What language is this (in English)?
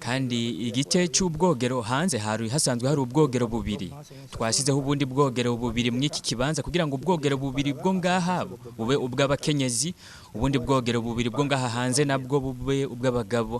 Rundi